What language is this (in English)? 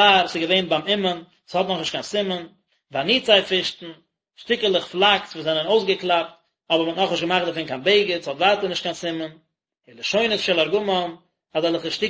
Yiddish